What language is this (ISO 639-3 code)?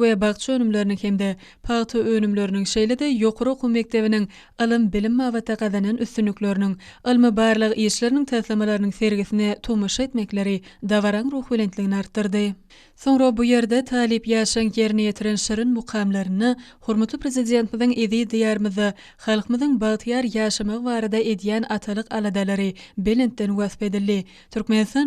tuk